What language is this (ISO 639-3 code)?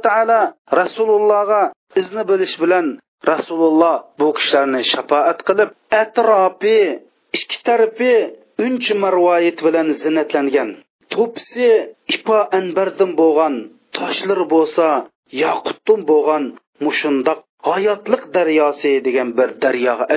uig